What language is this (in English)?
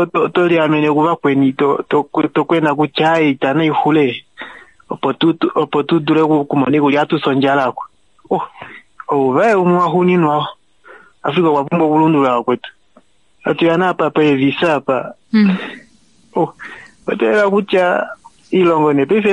Kuanyama